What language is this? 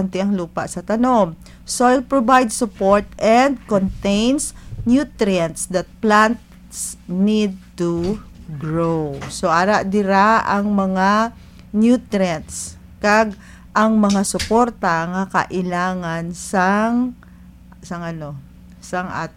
Hiligaynon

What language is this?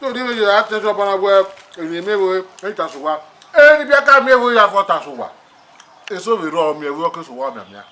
Bini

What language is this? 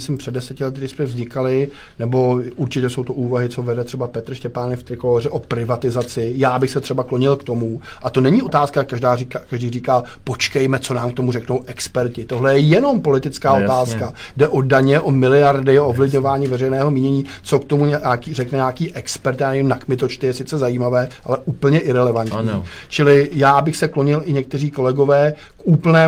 Czech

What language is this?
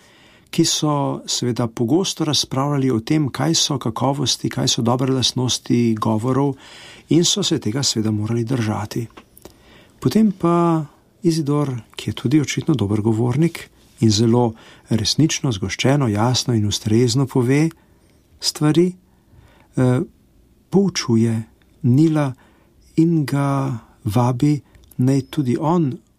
Slovenian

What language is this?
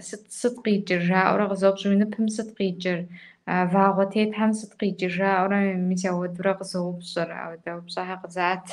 Kabardian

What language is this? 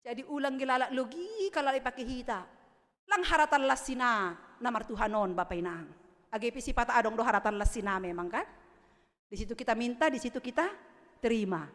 Batak Simalungun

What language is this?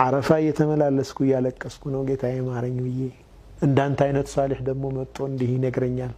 Amharic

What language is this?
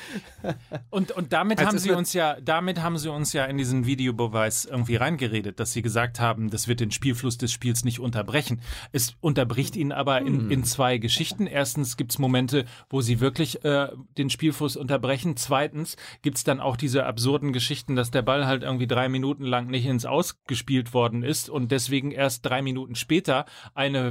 German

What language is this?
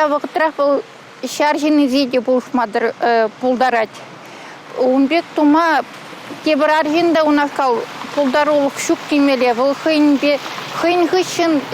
Chuvash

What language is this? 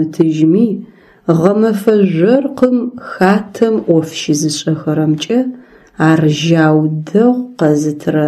Adyghe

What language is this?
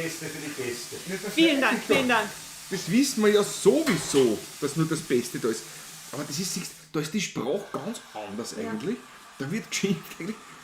Bavarian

